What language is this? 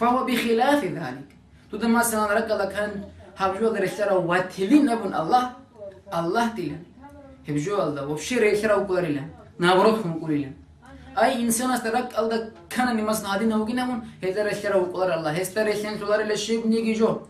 Avaric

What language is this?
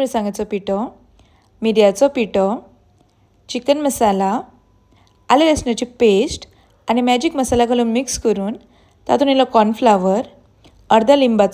Konkani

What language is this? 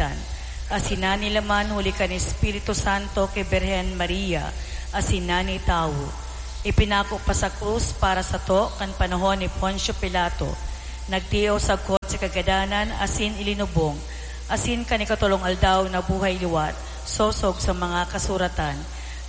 Bikol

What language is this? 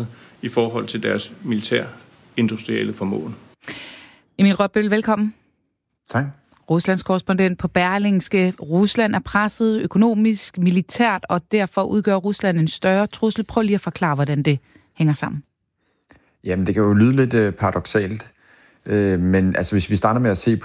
Danish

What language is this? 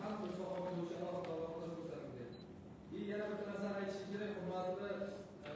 Uzbek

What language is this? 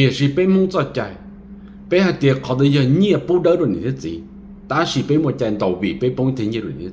Hmong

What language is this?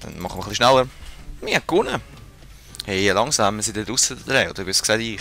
Swiss German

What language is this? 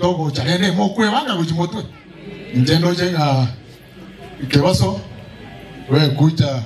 Gusii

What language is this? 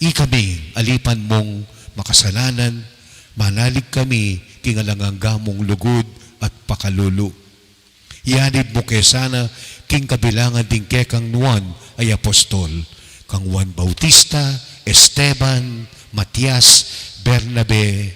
Pampanga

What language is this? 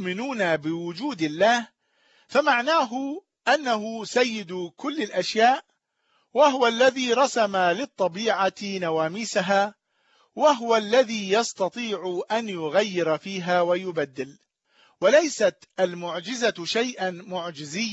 Arabic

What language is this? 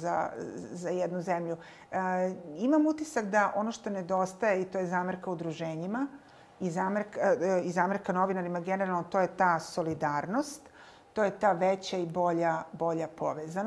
Serbian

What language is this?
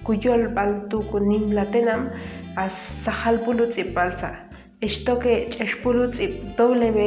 Ixil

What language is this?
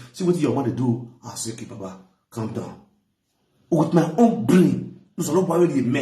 Nigerian Pidgin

